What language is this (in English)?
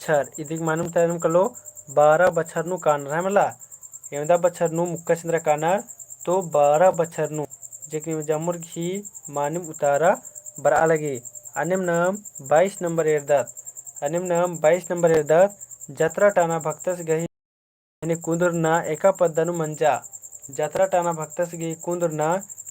Kurukh